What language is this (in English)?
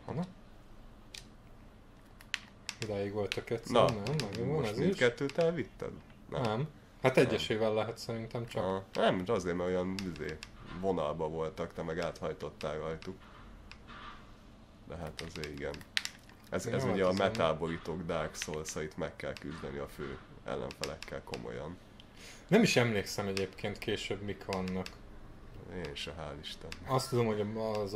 Hungarian